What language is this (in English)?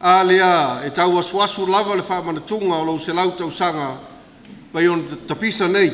Samoan